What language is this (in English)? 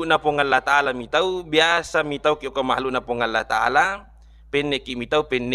Buginese